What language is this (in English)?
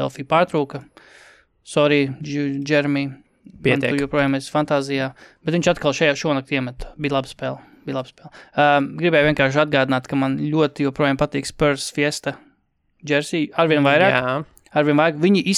Latvian